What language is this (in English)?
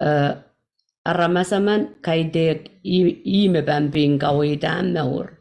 Pohnpeian